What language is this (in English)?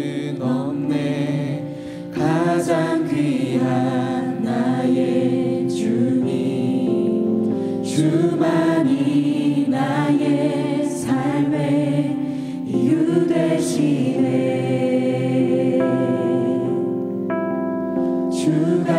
Korean